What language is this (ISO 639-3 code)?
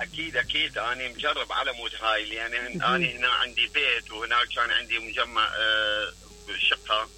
acm